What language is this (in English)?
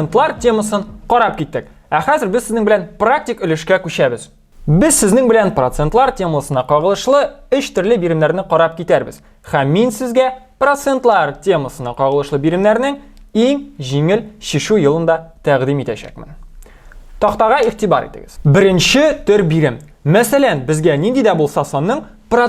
Tatar